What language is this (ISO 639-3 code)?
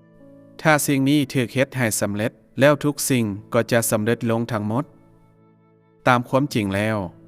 lao